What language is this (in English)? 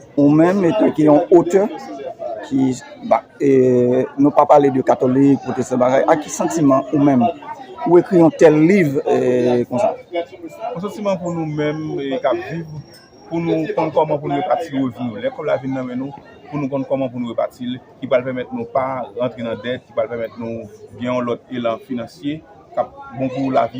Haitian Creole